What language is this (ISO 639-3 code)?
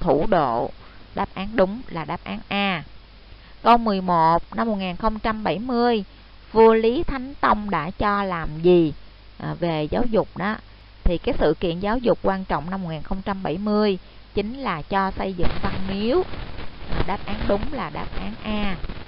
vie